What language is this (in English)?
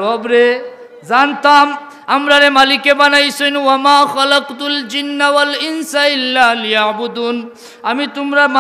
Sylheti